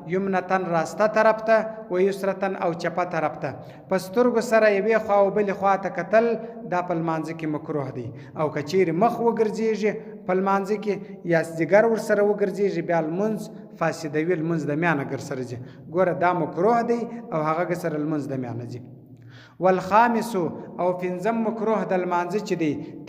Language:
Pashto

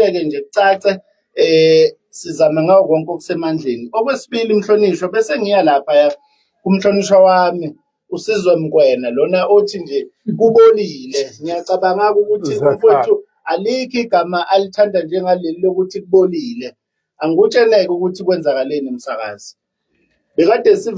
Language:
Zulu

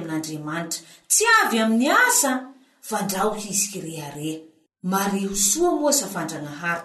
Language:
Malagasy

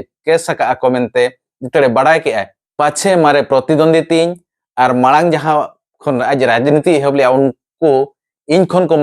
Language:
Santali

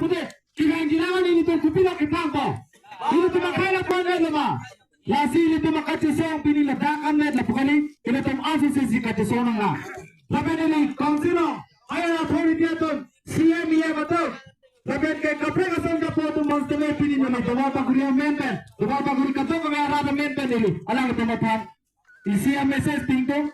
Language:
Karbi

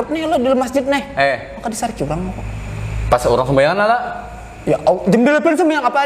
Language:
Banjar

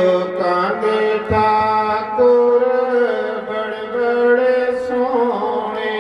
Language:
Dogri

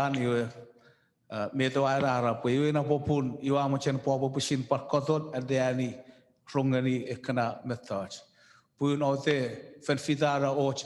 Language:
Chuukese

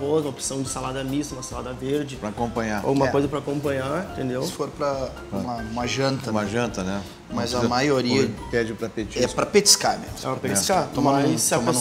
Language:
Portuguese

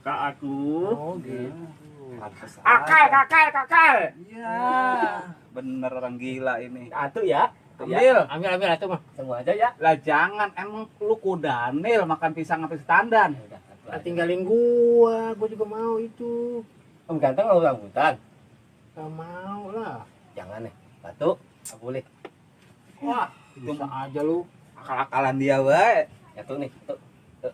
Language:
Betawi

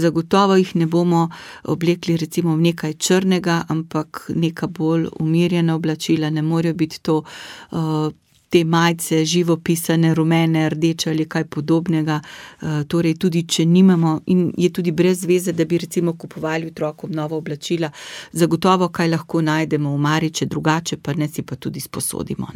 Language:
Slovenian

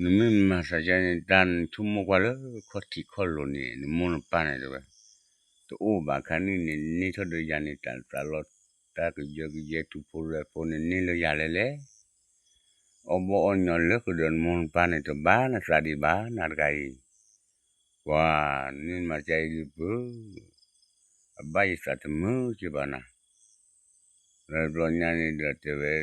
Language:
S'gaw Karen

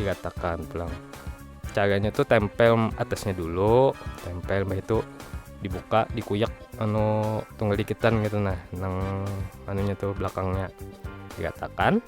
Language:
Banjar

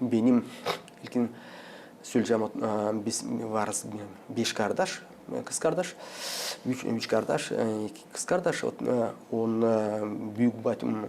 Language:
Gagauz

